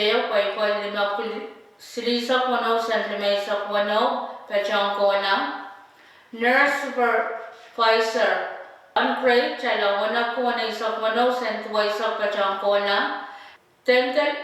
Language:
Pohnpeian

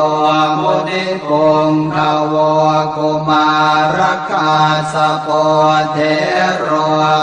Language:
Pali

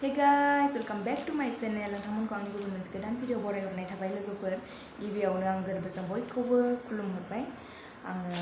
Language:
Bodo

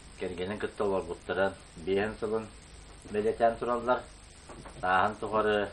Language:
Yakut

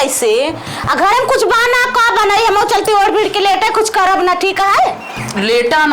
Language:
Awadhi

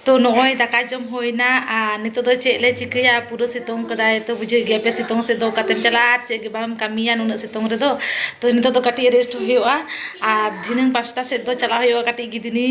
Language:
Santali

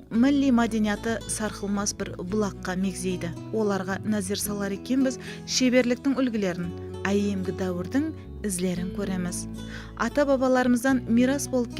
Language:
Kara-Kalpak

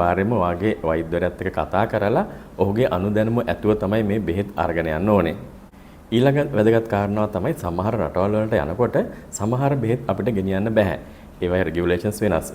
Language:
Sinhala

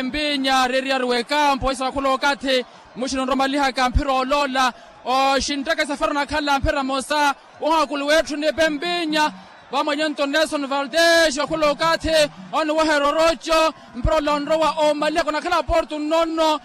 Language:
Makhuwa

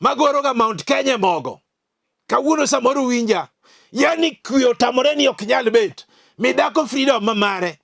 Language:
Luo (Kenya and Tanzania)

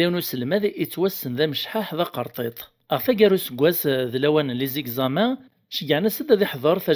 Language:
Kabyle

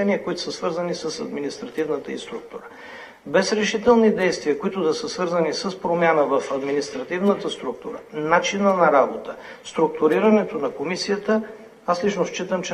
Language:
Bulgarian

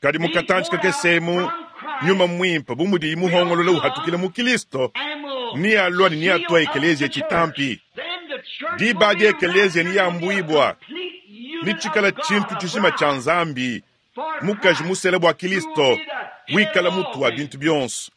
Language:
Luba-Lulua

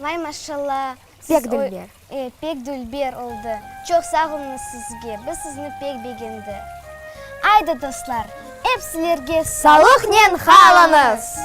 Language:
Crimean Tatar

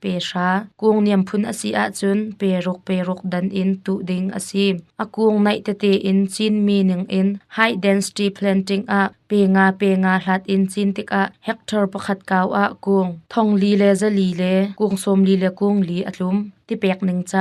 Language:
Hakha Chin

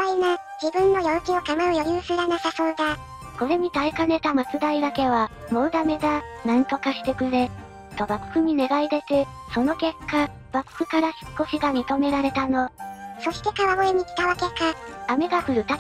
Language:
Japanese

